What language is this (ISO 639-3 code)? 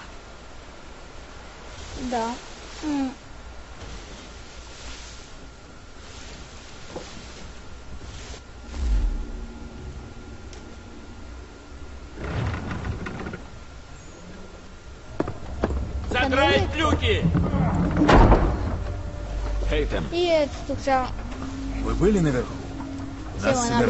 bul